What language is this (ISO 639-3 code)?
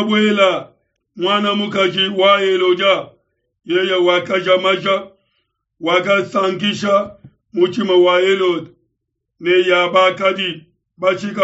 lua